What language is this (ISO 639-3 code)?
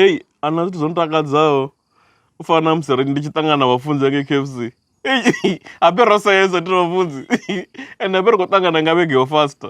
ven